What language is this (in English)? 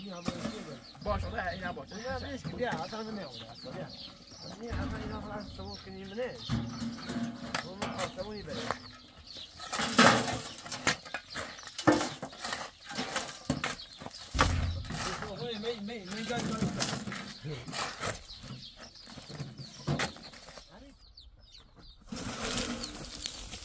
Persian